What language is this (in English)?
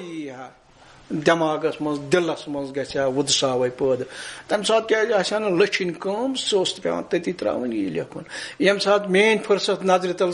Kashmiri